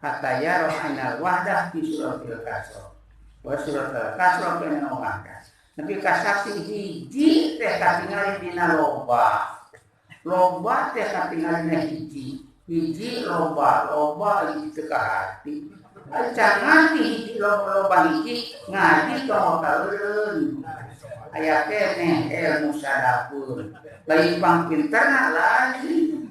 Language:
Sundanese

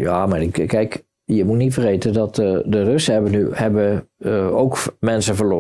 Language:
Dutch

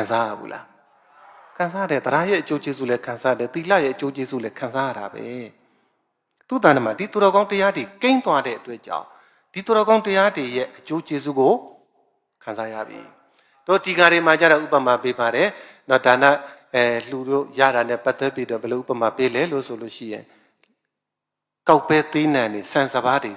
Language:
Burmese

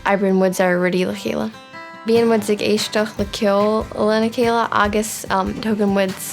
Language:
Irish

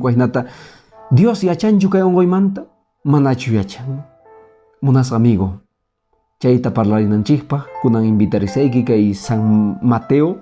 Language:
Quechua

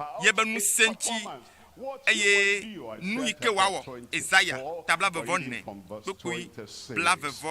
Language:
Ewe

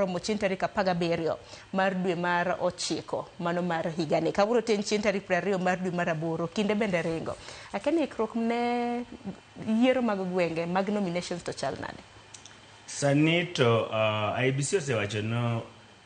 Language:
Luo (Kenya and Tanzania)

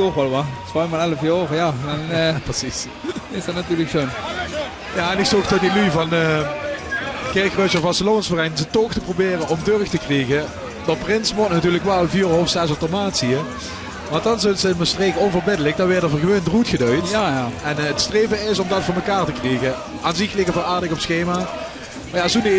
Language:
Limburgish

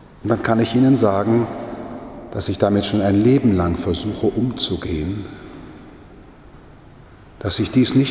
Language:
German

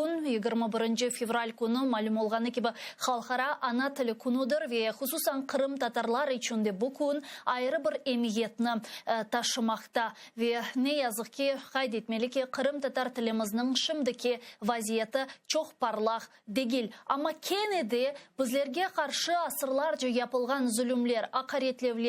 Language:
Crimean Tatar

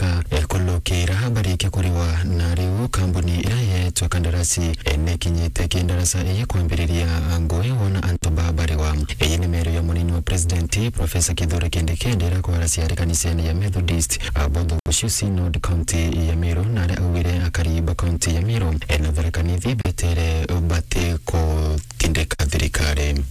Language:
Meru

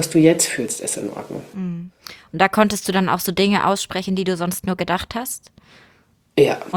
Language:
German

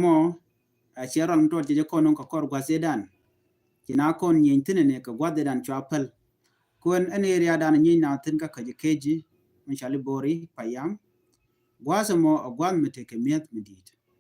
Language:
Nuer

